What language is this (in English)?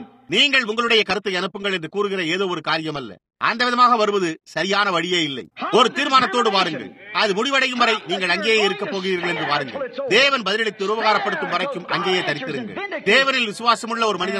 Tamil